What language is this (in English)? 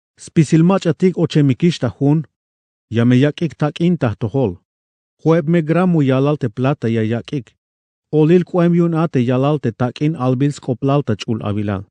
Tzeltal